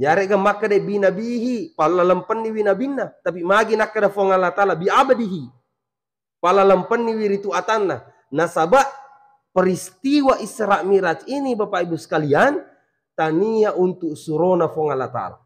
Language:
Buginese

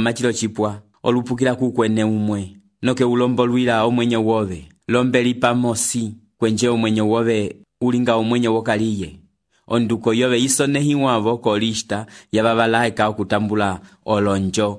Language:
Umbundu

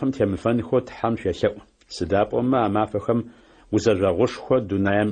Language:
Adyghe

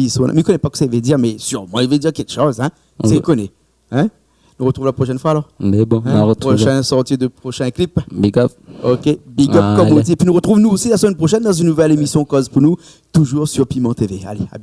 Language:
Réunion Creole French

